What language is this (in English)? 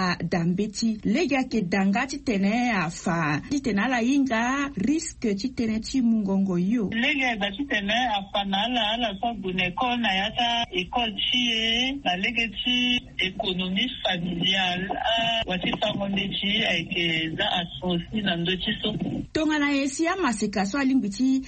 Sango